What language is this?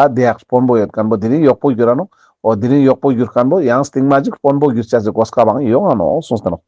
Ladakhi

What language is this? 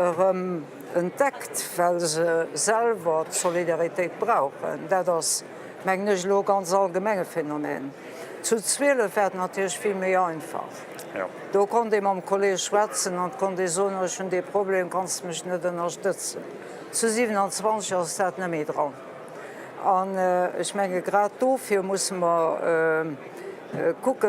Luxembourgish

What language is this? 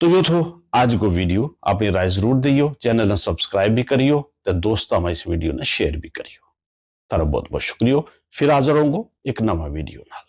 Gujari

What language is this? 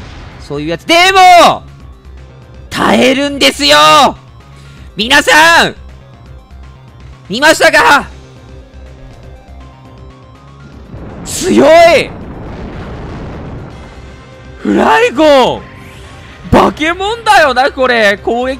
Japanese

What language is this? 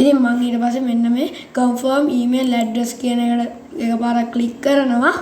Sinhala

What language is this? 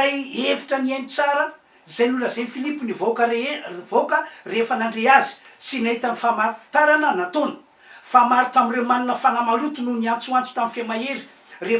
Malagasy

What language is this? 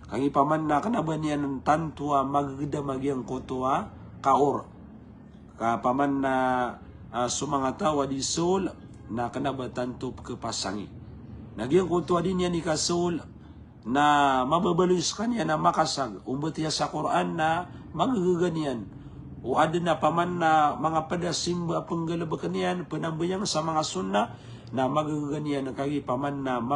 Maranao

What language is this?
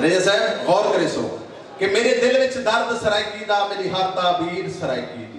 Saraiki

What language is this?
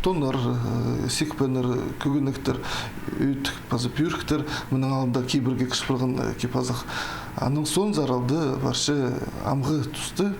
Khakas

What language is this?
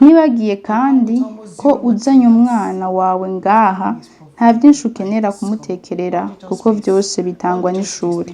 Rundi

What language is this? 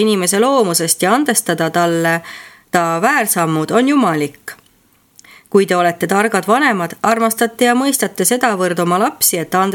Estonian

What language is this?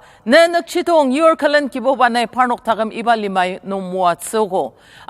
Ao Naga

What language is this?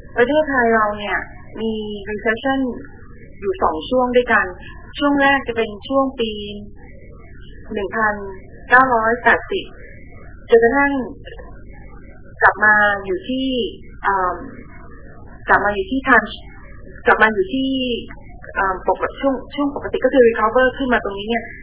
Thai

